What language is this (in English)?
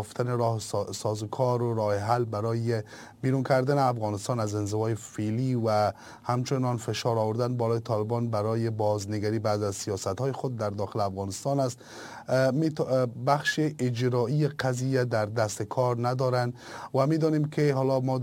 Persian